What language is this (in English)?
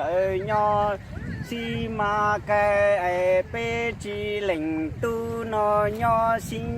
Hmong